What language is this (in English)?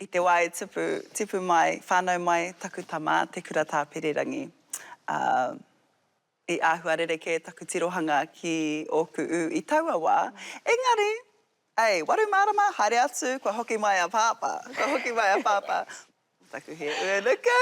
Māori